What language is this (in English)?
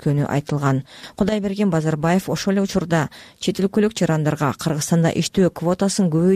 Kyrgyz